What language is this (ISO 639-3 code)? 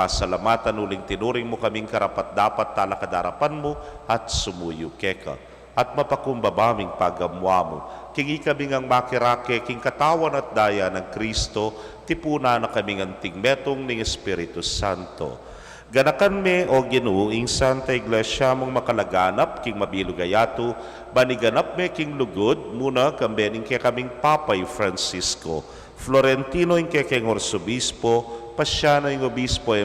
pam